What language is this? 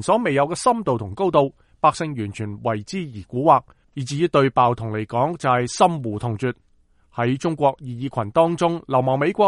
Cantonese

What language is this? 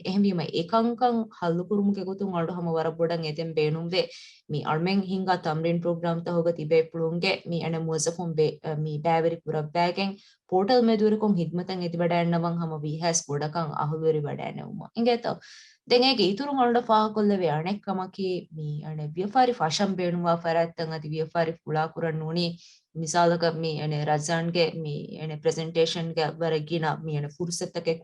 Divehi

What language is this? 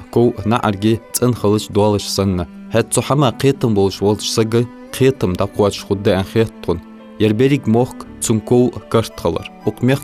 Ingush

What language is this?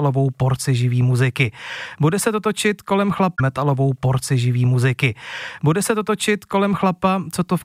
Czech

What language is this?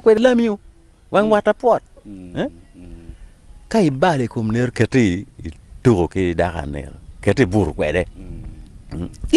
Acoli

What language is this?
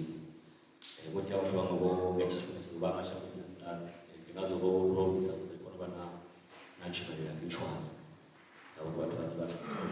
Venda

